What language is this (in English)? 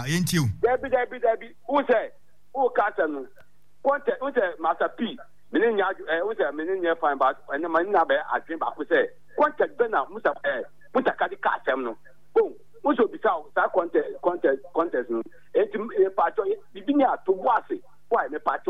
Akan